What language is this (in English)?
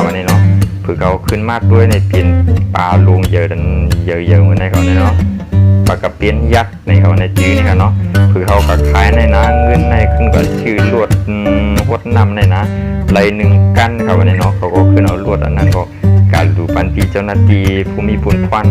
Shan